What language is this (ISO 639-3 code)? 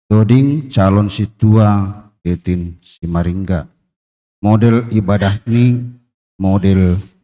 bts